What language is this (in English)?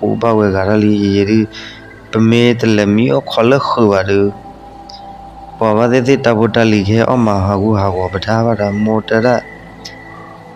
S'gaw Karen